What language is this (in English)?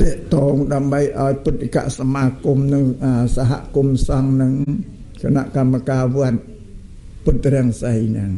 Khmer